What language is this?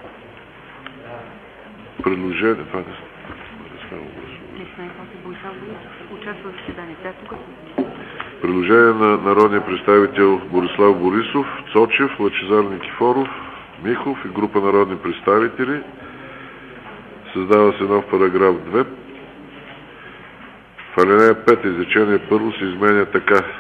Bulgarian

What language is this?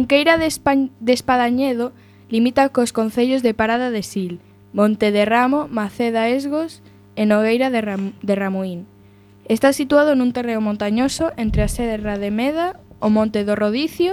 Galician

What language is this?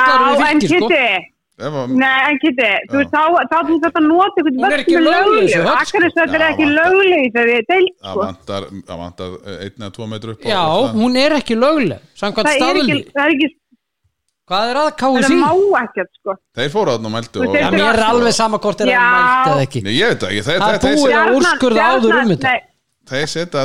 Icelandic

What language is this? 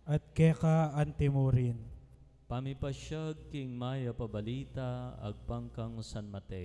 Pampanga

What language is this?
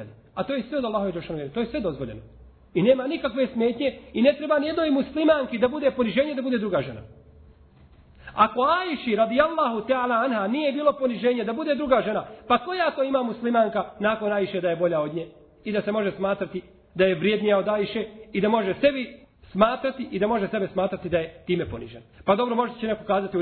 Bosnian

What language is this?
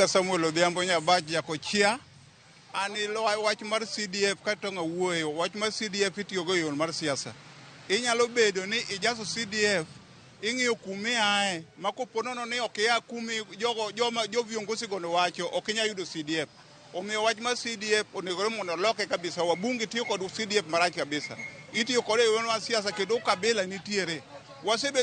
Luo (Kenya and Tanzania)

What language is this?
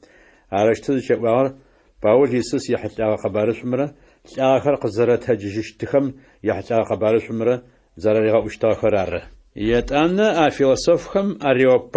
Adyghe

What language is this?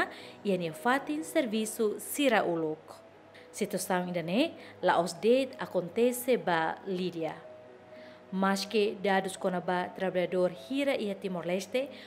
Tetum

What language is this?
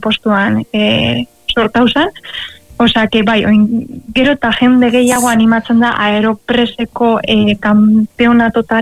Basque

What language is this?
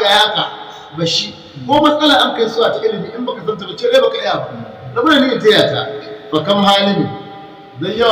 Hausa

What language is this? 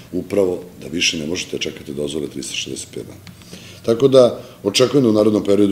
Serbian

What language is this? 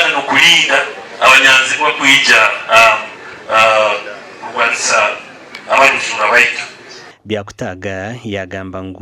Nyankole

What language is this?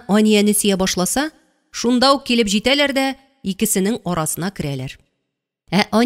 Tatar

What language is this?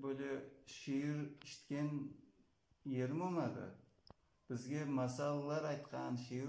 Crimean Tatar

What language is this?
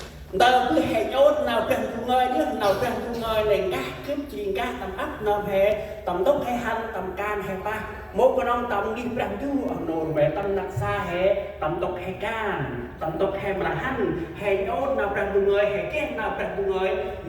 Central Mnong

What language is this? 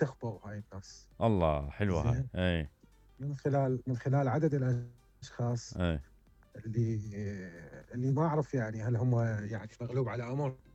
Mesopotamian Arabic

